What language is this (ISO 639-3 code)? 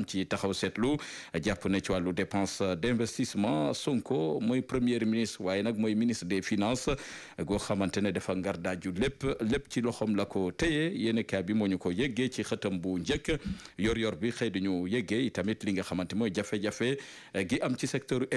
wol